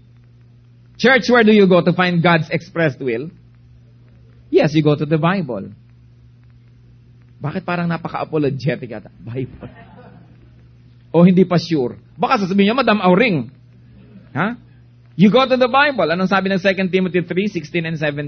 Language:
Filipino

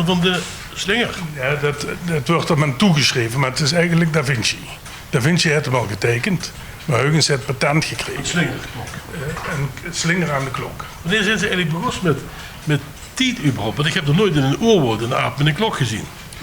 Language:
Limburgish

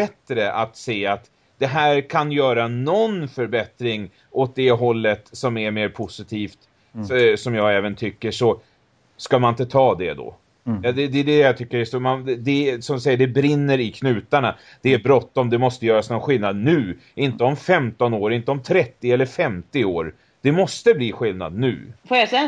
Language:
Swedish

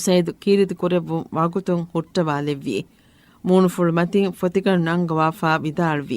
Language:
Divehi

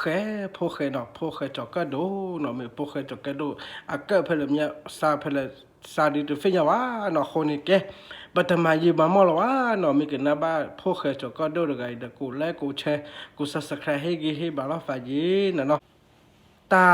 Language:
S'gaw Karen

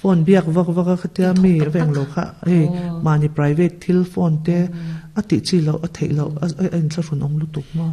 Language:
Mizo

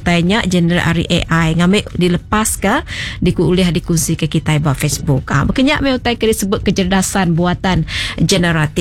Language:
Iban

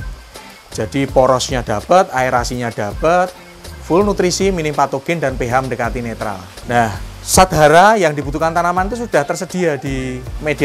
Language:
Indonesian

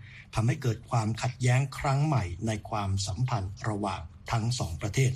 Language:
Thai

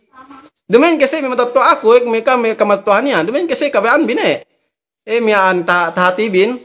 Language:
Yakan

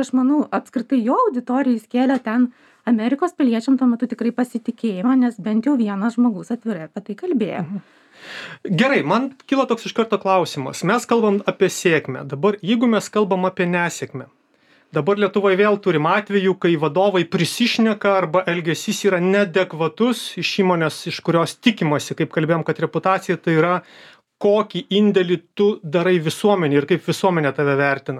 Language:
Lithuanian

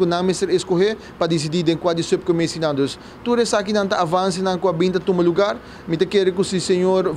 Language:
Papiamento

